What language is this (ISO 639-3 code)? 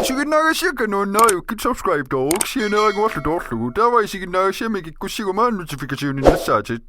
kal